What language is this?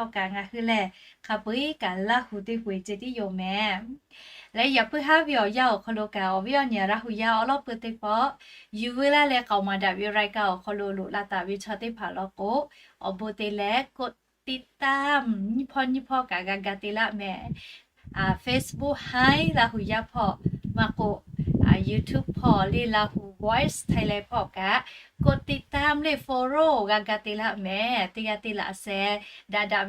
Lahu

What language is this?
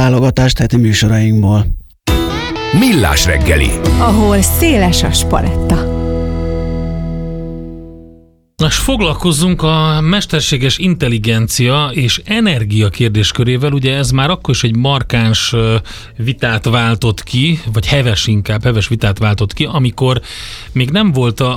Hungarian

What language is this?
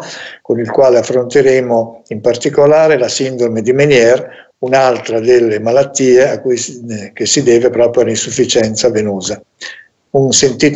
Italian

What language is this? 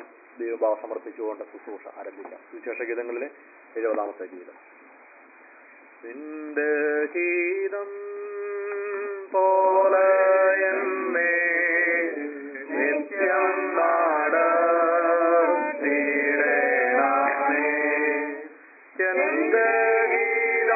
Malayalam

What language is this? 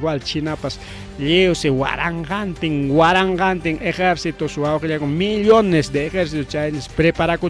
Ayacucho Quechua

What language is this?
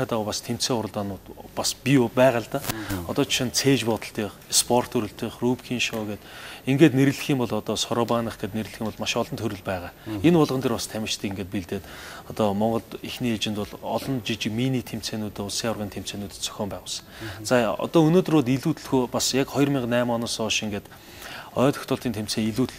Mongolian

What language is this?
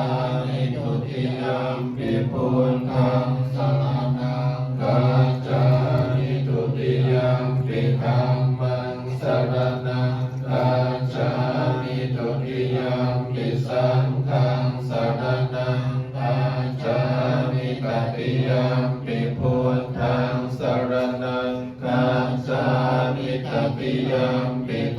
Pali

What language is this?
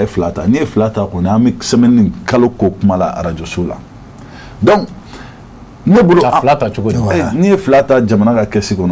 Bambara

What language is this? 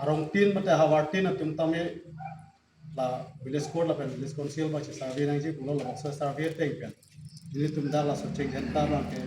Karbi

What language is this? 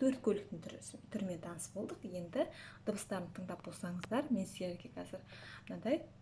Kazakh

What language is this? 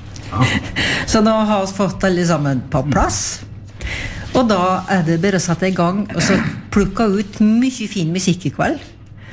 Norwegian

